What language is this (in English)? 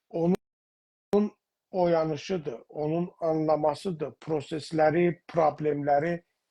South Azerbaijani